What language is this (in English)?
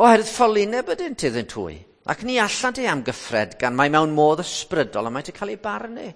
Welsh